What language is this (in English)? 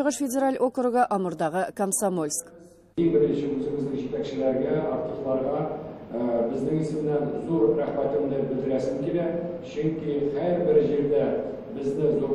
Tatar